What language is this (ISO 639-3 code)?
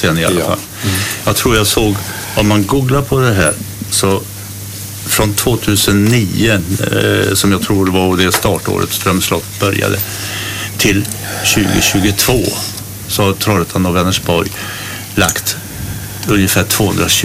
swe